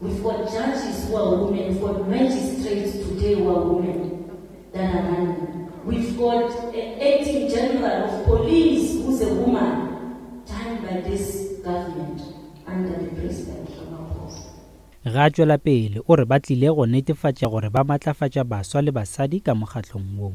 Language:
Northern Sotho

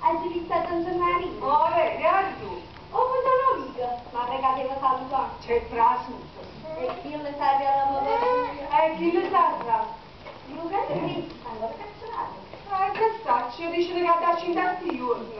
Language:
Neapolitan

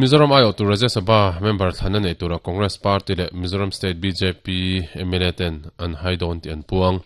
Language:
Mizo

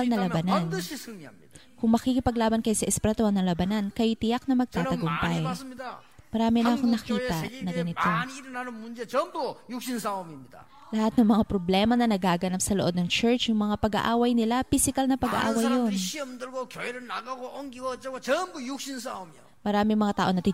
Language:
Filipino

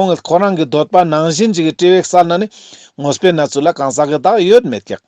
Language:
Ladakhi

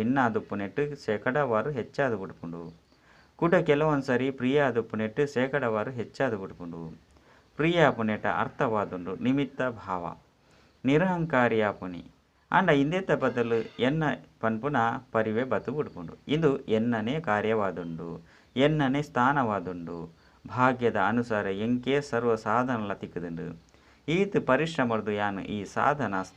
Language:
Tulu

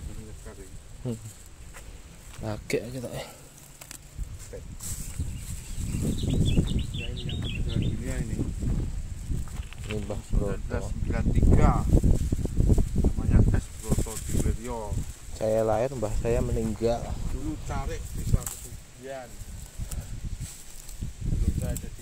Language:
Indonesian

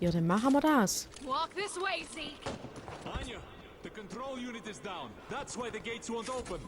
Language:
Swiss German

